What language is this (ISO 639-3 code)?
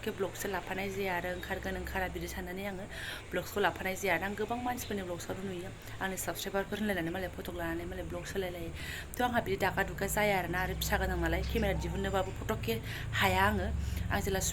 brx